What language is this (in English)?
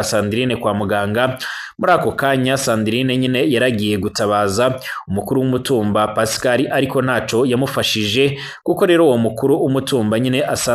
Rundi